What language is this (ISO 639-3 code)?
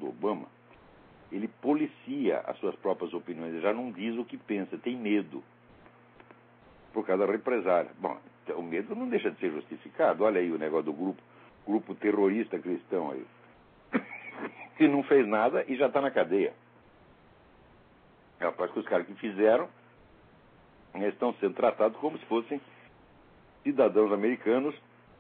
por